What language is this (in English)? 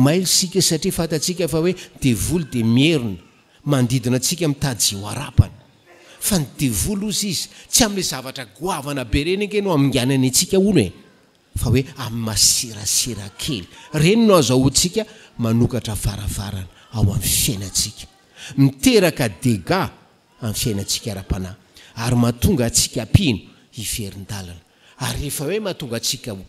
Malagasy